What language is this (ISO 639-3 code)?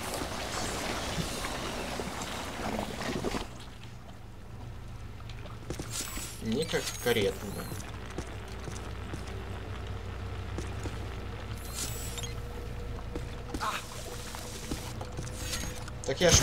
rus